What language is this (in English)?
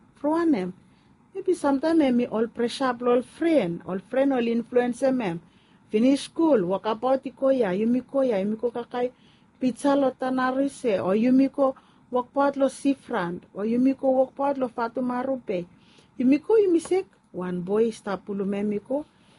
Bislama